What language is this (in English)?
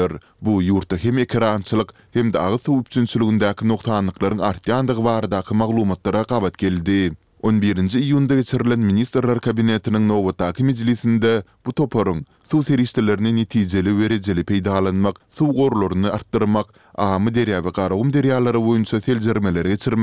Turkmen